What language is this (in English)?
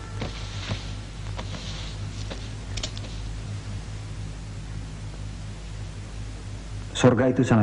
Indonesian